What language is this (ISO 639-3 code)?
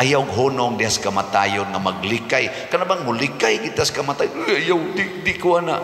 ceb